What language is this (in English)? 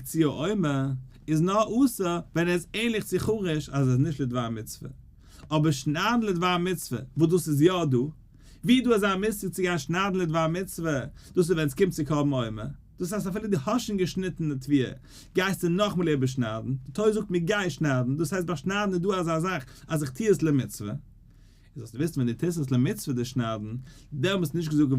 Yiddish